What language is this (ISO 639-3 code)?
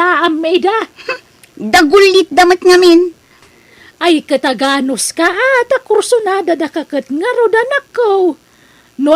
ilo